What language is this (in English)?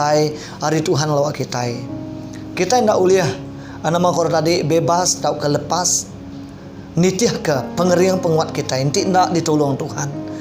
Iban